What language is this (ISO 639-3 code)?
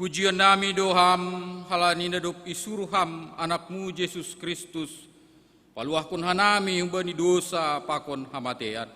bts